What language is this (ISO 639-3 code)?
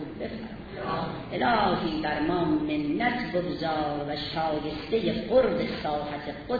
fas